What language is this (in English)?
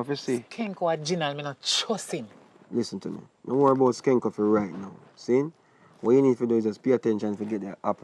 Jamaican Creole English